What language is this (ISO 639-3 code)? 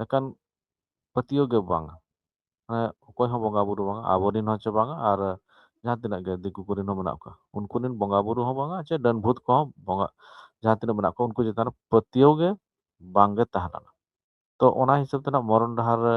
sat